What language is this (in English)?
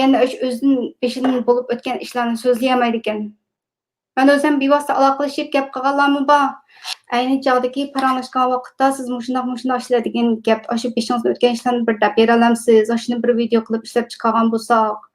Uyghur